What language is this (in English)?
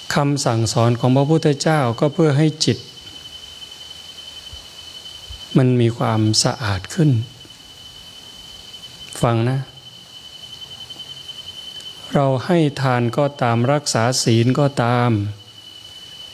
Thai